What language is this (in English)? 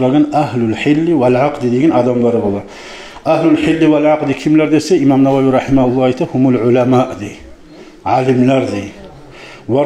Kumyk